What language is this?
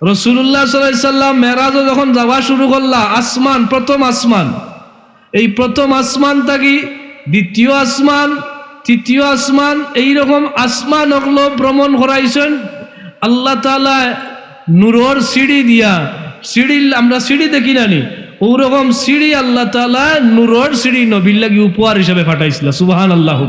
Sylheti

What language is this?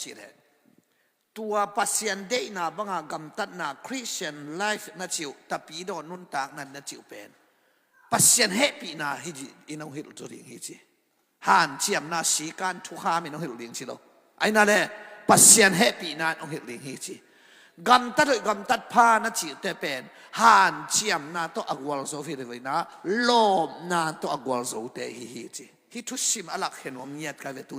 Tedim Chin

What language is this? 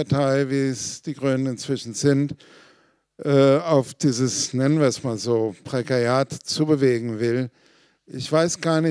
German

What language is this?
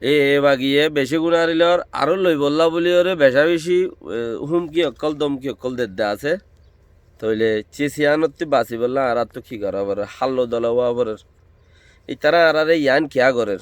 Rohingya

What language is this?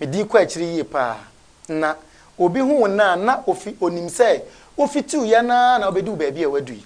Akan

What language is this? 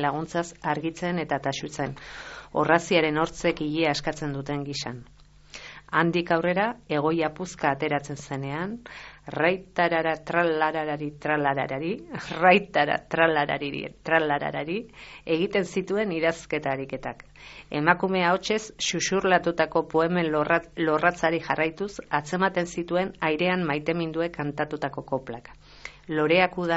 Basque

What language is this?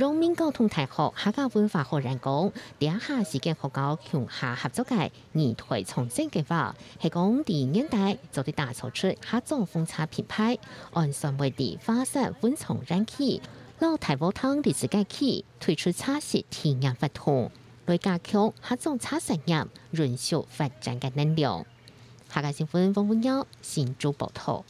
Hakka Chinese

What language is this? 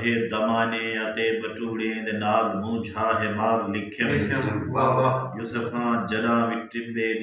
Saraiki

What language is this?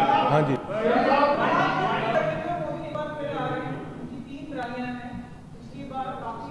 Punjabi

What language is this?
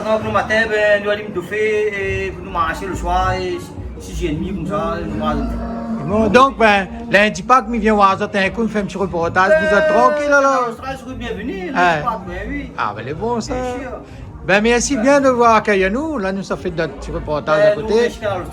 Réunion Creole French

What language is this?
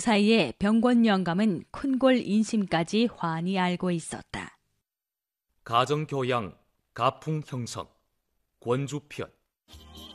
Korean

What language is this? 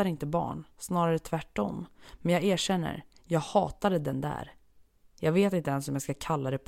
Swedish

